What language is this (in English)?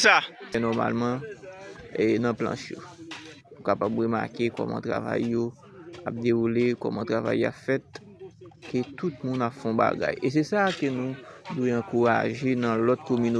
Haitian Creole